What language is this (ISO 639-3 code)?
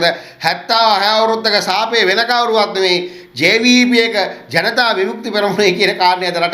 sin